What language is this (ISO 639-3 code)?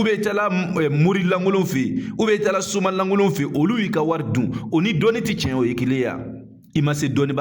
bam